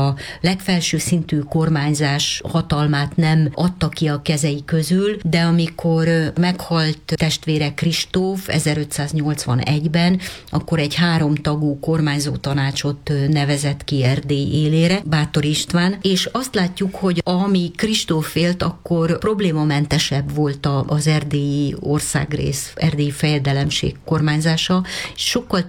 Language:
Hungarian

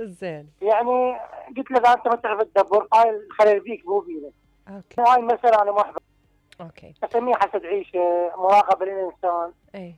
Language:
Mesopotamian Arabic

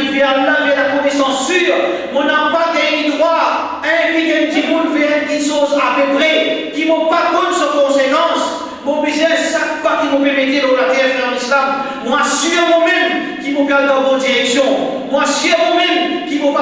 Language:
Morisyen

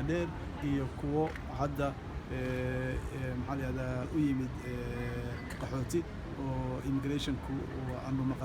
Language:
Somali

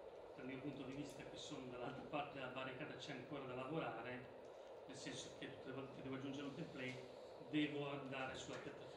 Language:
Italian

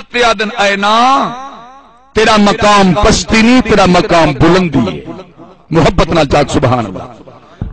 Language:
Saraiki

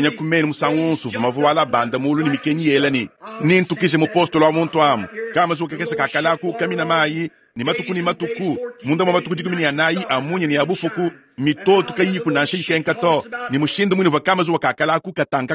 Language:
Luba-Lulua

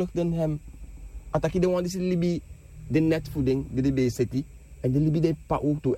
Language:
Sranan Tongo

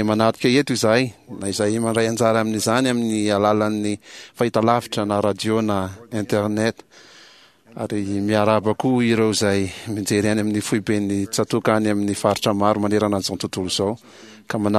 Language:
Malagasy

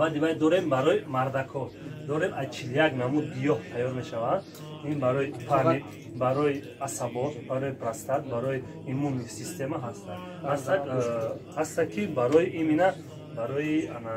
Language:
Tajik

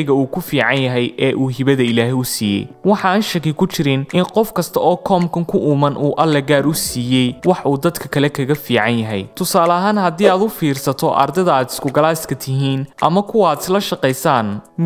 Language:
Somali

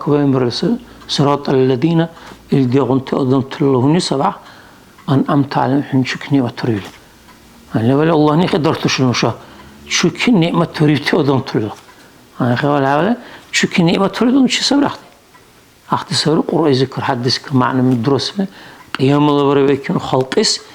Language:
Dargwa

